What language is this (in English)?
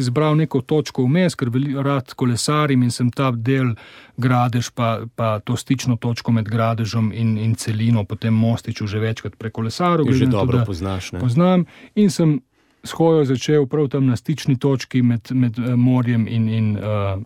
Slovenian